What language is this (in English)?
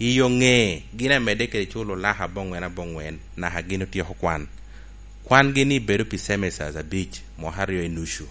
Lango (Uganda)